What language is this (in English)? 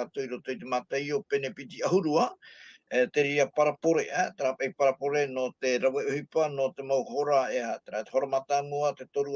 Tahitian